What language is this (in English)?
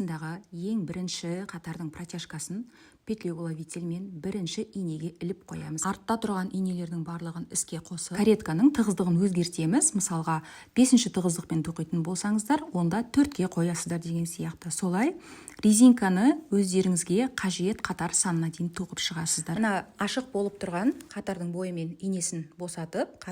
Kazakh